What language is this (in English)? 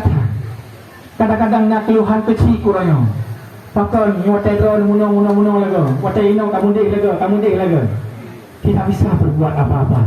Achinese